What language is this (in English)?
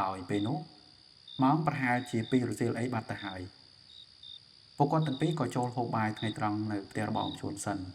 Khmer